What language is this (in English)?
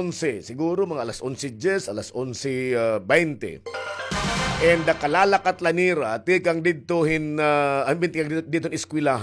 Waray